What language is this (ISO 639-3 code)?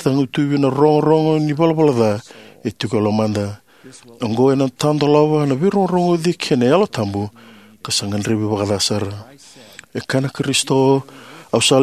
fij